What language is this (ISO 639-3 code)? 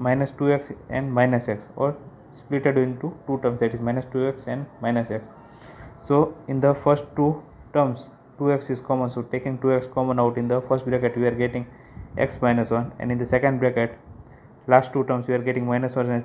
eng